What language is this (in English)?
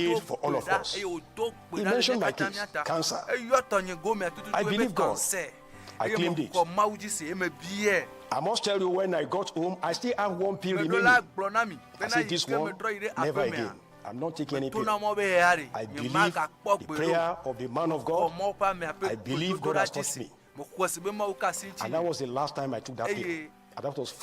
Ewe